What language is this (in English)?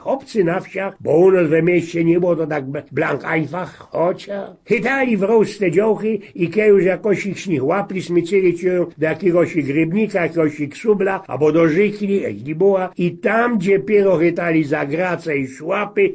Silesian